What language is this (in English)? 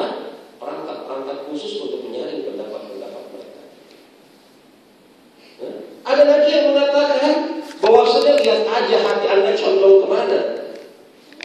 Indonesian